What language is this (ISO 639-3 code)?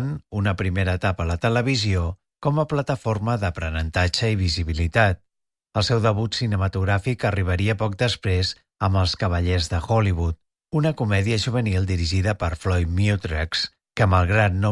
cat